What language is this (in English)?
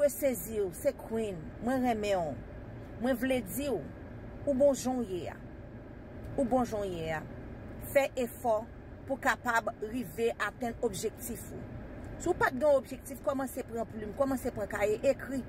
Haitian Creole